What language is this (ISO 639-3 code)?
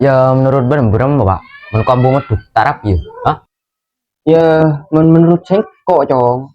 mad